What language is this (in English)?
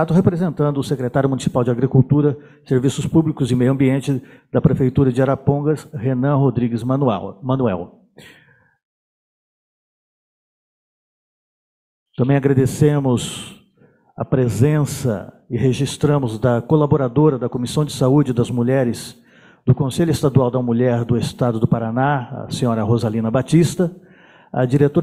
Portuguese